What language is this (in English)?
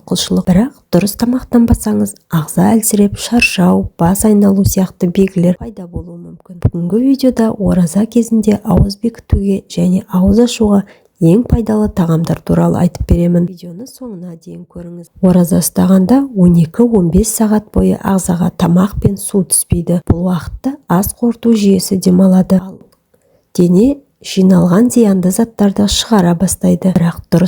Kazakh